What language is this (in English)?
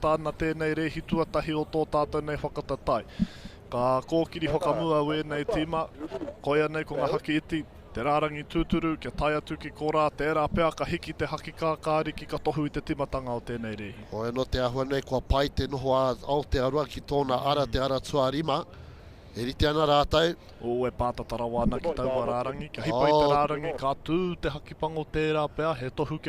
Māori